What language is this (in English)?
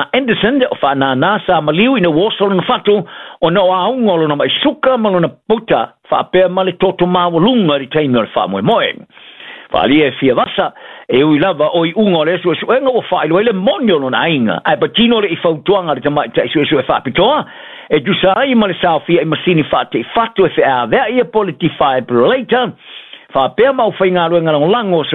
Samoan